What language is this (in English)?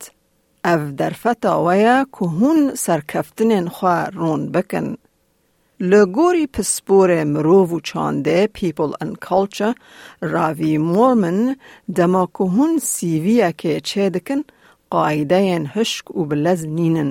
Kurdish